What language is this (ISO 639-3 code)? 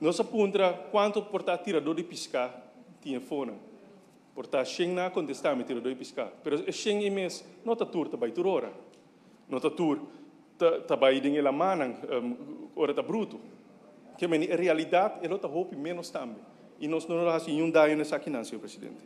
pap